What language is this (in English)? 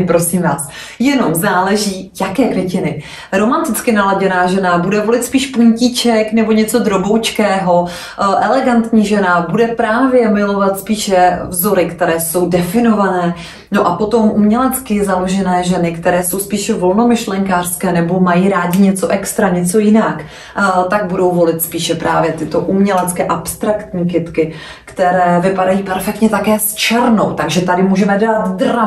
Czech